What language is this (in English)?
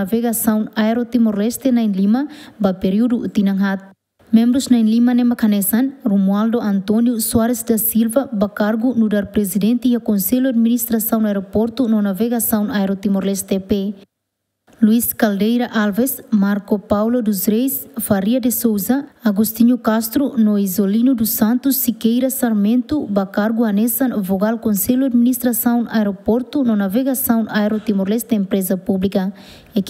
Tetum